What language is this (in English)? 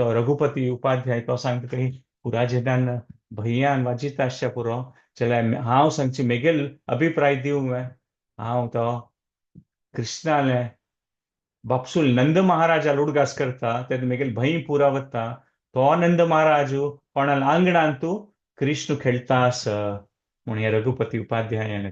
Konkani